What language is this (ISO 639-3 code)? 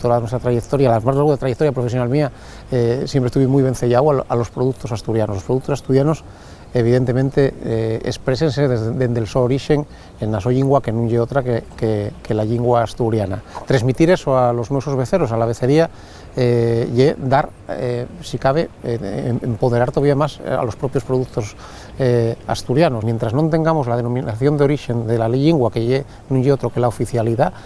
ast